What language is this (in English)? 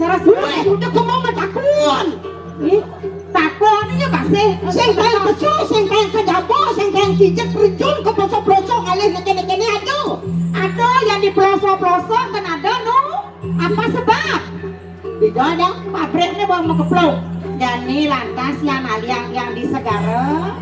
Balinese